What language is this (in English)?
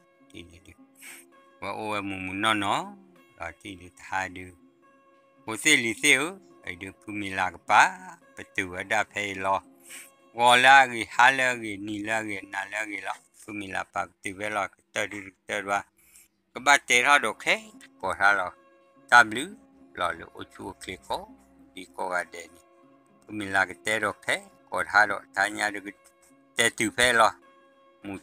S'gaw Karen